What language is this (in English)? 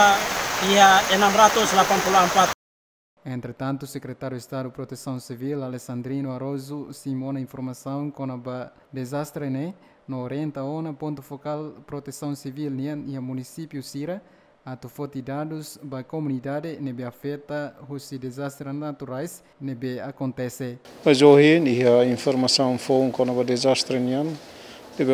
Tetum